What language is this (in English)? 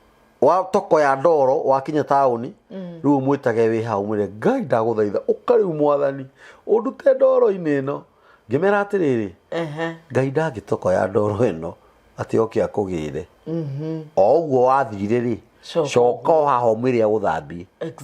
Kikuyu